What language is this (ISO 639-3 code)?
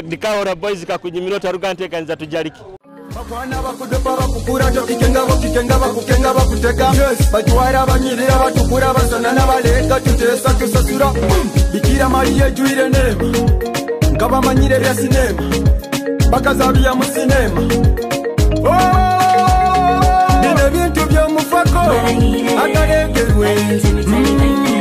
nyo